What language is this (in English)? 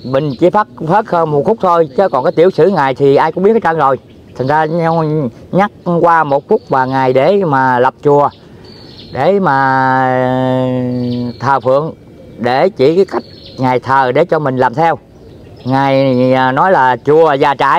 Vietnamese